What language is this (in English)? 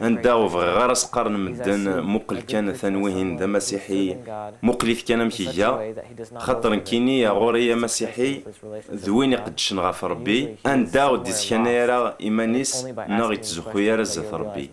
Kabyle